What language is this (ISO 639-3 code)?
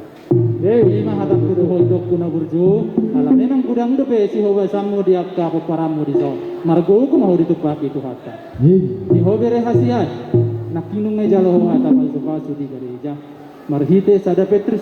bbc